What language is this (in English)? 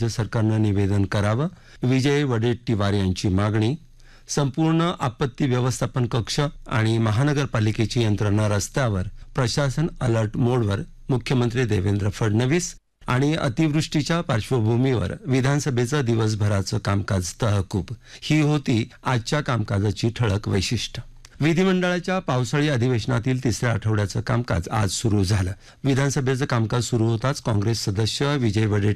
Marathi